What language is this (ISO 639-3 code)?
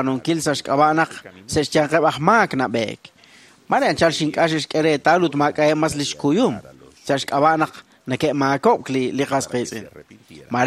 kek